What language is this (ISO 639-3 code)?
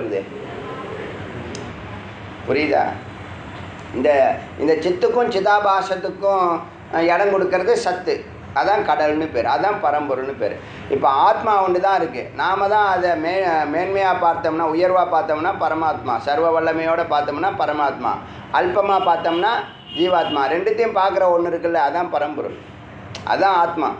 tam